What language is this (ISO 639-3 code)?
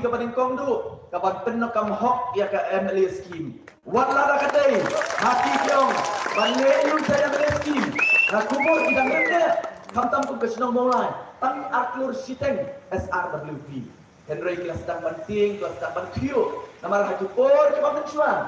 kha